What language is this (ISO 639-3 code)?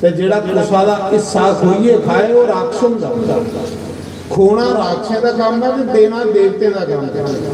doi